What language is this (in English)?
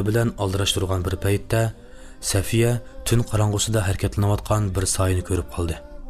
Uyghur